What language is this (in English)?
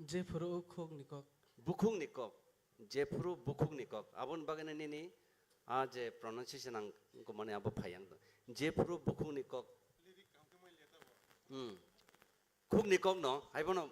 Kok Borok